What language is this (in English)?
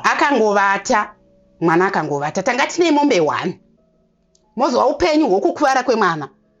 Shona